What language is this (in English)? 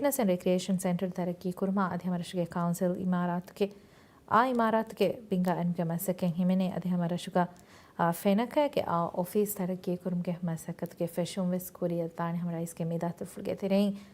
Divehi